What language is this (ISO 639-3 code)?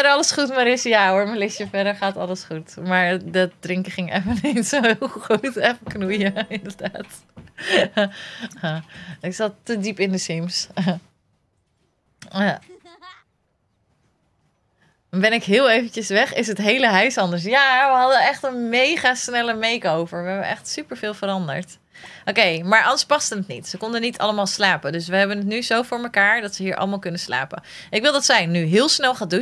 nld